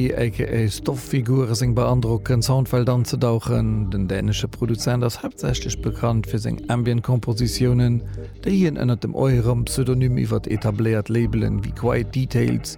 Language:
Luxembourgish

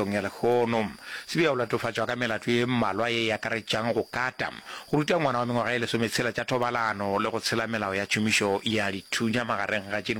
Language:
Northern Sotho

